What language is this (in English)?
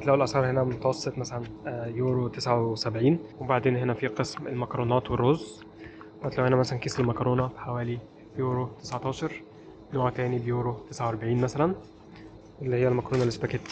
Egyptian Arabic